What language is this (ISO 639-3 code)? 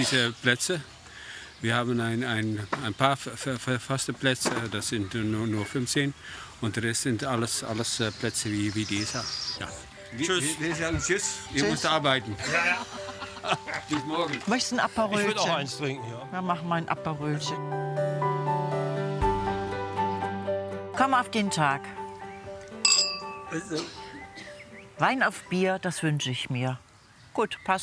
deu